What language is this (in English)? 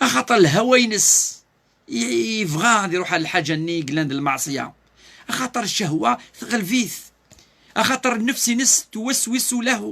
Kabyle